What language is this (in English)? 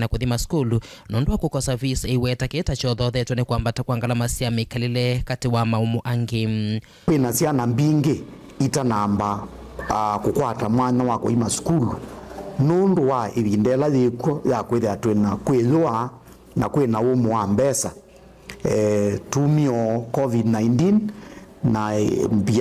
Kamba